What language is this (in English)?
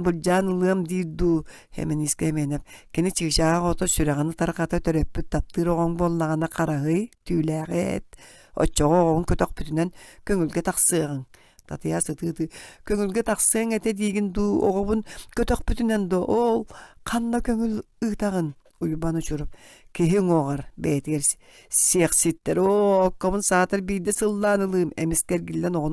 Yakut